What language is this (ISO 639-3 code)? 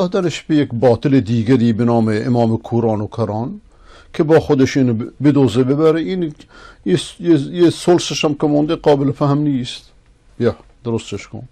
fas